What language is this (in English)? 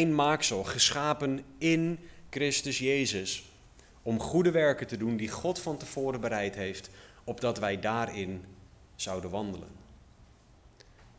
Dutch